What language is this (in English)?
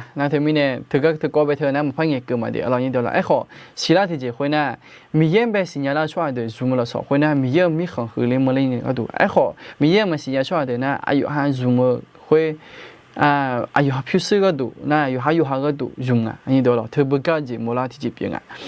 Akha